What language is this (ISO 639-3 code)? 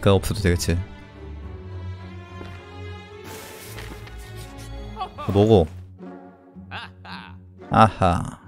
kor